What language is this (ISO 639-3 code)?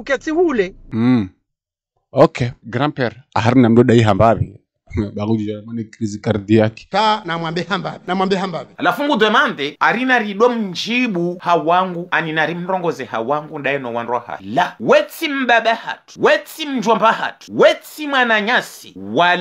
zdj